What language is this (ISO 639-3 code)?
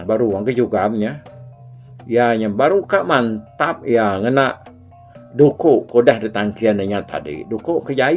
iba